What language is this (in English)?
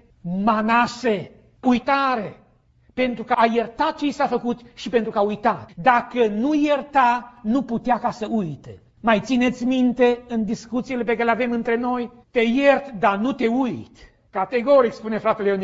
Romanian